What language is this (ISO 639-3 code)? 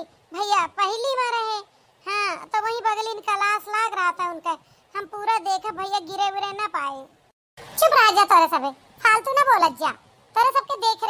awa